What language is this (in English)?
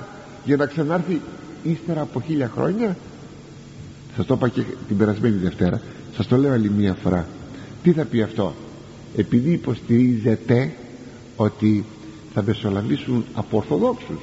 Greek